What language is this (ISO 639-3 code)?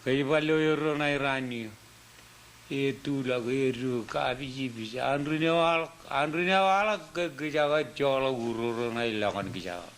mah